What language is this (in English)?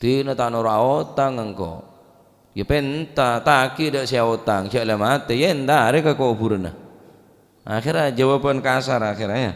Madurese